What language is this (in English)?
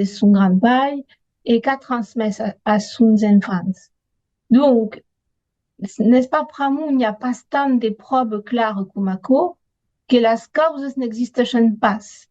Occitan